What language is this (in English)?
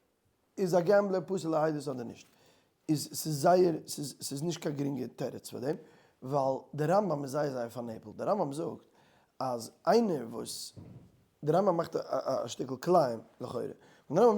Yiddish